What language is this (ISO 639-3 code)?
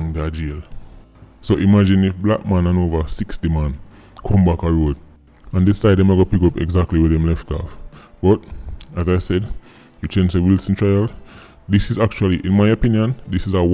jam